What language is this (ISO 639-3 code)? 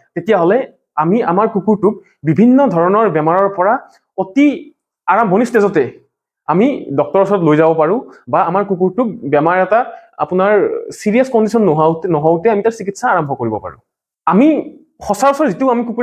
asm